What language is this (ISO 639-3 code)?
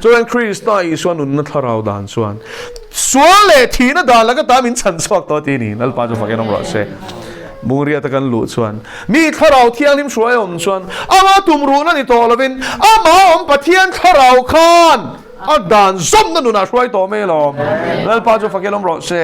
lus